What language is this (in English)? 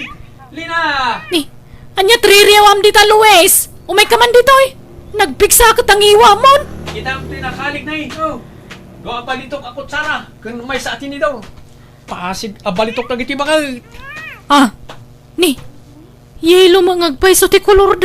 Iloko